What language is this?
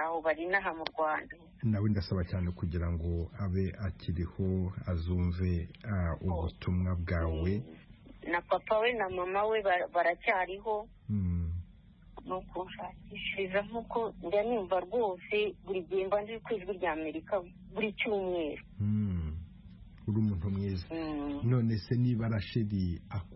Kinyarwanda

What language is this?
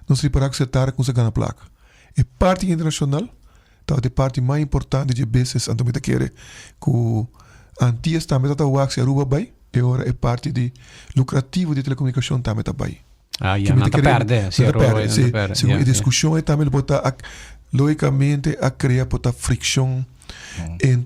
Papiamento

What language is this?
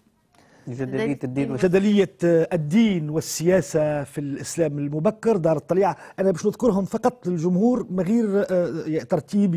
Tunisian Arabic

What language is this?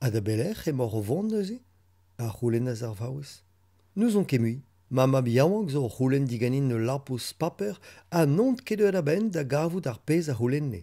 Breton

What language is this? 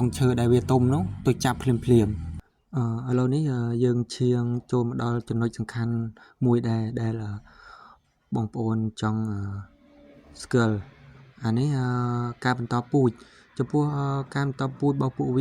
Khmer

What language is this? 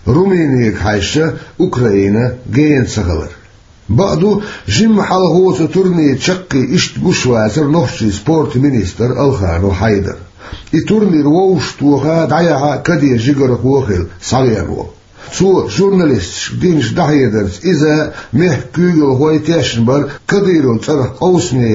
Chechen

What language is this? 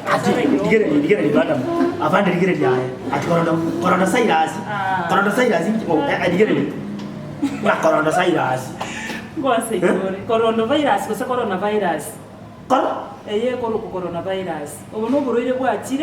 Gusii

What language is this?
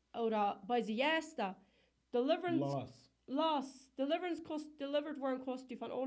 Plautdietsch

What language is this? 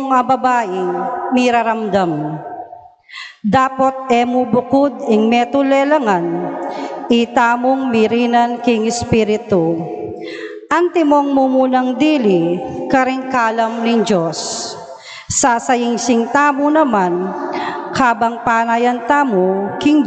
Pampanga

